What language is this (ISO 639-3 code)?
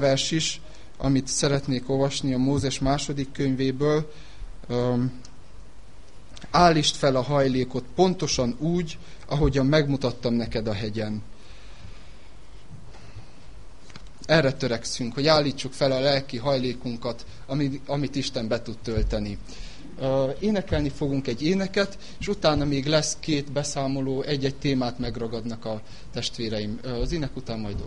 hun